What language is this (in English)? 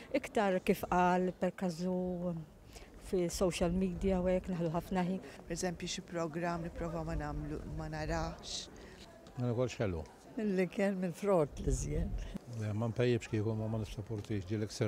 Maltese